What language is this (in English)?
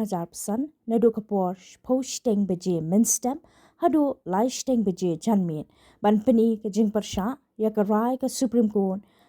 Khasi